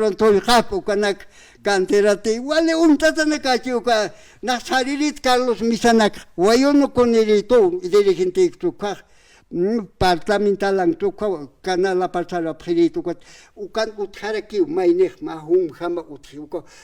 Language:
Aymara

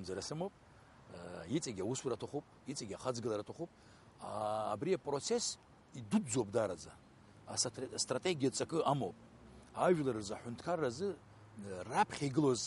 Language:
Abkhazian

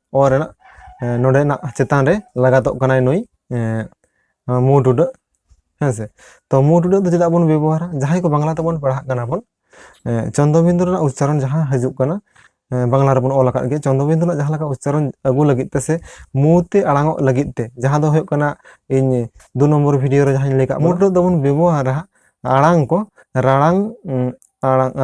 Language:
Santali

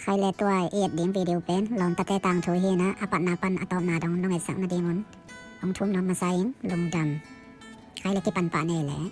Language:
Tedim Chin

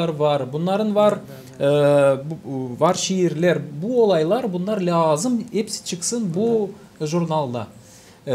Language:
Gagauz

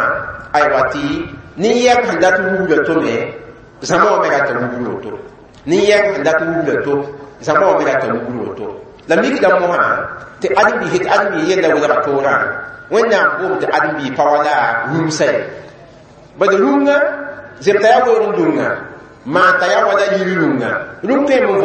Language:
Mossi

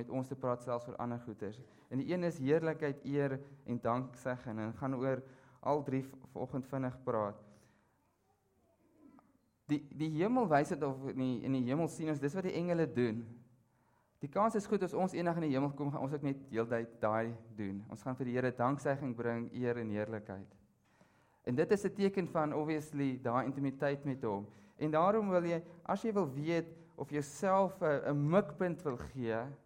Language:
Afrikaans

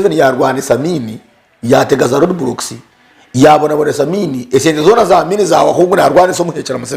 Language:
Nyankole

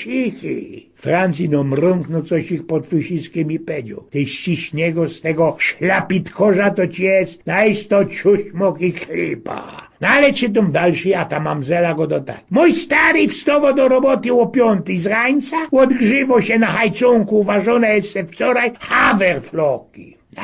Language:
Silesian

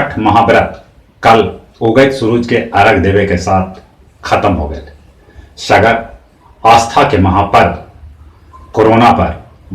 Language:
Magahi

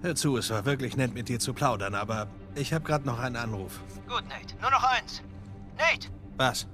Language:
Bavarian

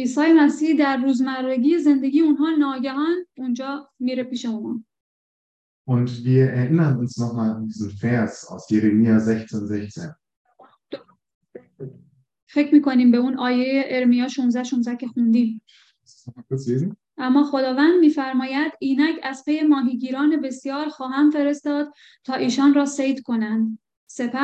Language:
Persian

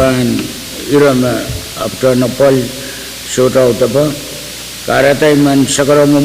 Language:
Pohnpeian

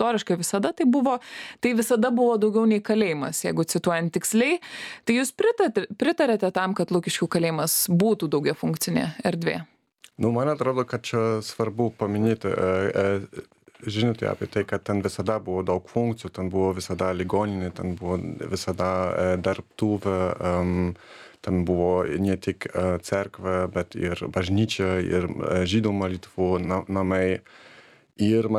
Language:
Lithuanian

